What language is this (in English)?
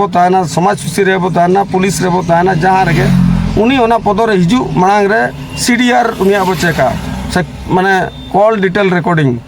Santali